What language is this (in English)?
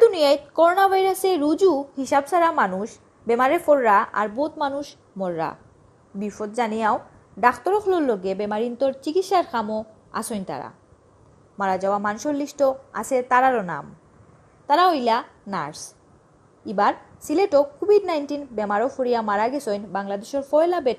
Sylheti